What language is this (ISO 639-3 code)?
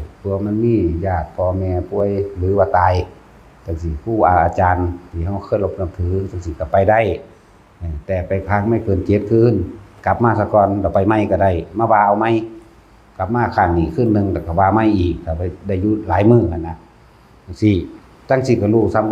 tts